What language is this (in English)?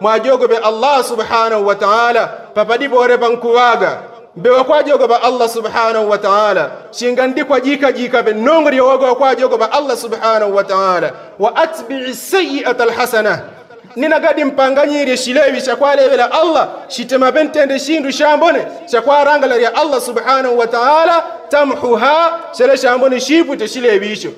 Yao